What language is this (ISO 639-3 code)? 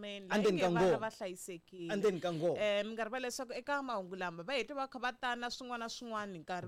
tso